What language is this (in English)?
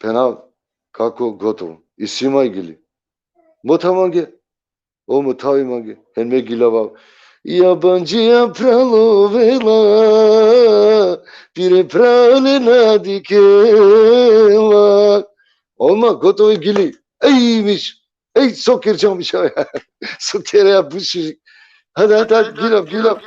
Balkan Romani